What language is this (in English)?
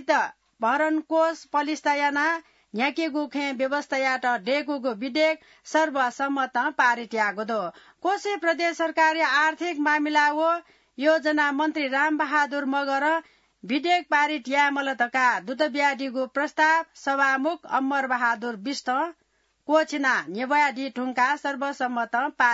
Newari